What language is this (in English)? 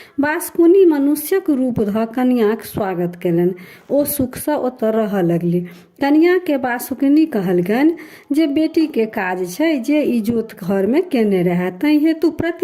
Maithili